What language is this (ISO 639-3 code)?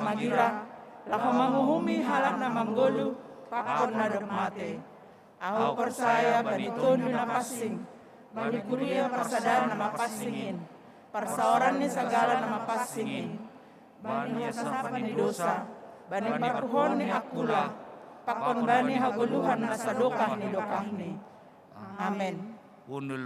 bts